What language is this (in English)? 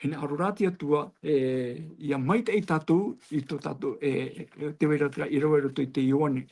Tahitian